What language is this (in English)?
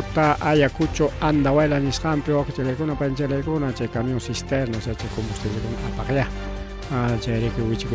Ayacucho Quechua